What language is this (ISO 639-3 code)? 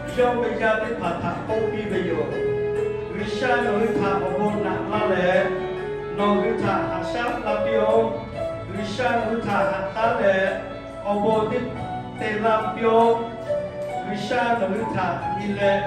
lhu